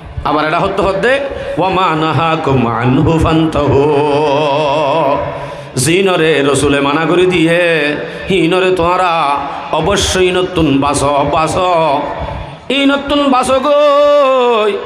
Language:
Rohingya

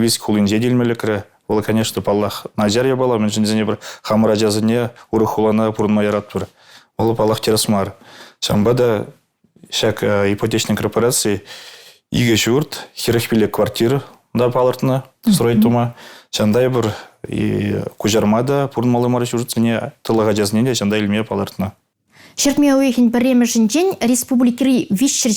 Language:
Chuvash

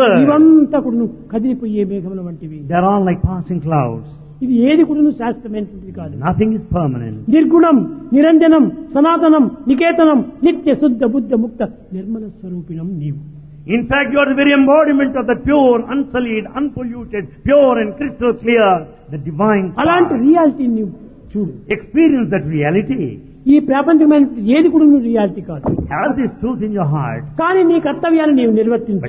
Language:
Telugu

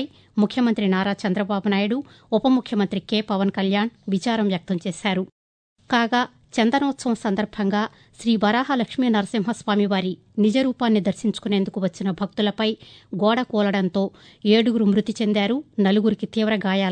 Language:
Telugu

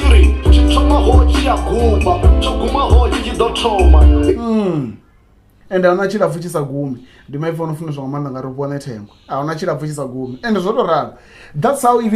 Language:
Venda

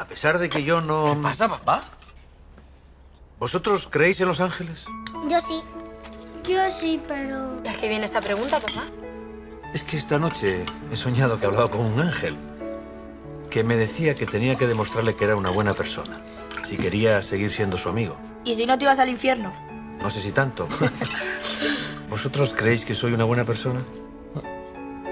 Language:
Spanish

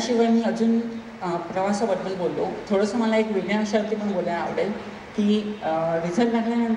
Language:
Marathi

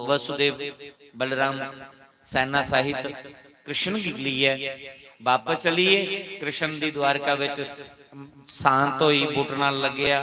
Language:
Dogri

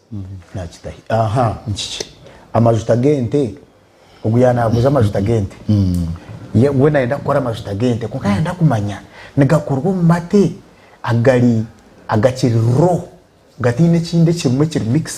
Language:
Nyankole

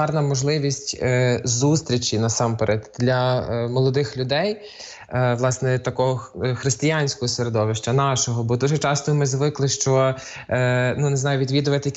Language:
Ukrainian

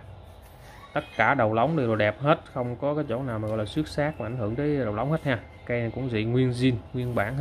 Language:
Vietnamese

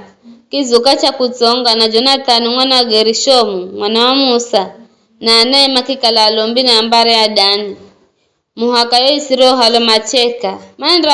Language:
Giryama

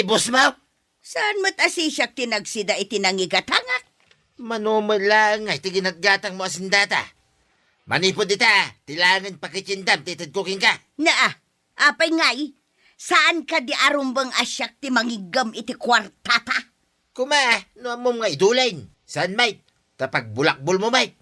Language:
Iloko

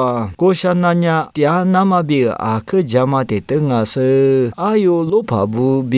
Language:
Lisu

